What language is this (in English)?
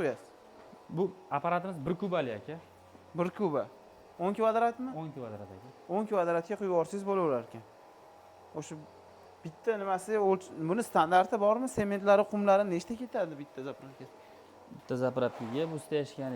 Uzbek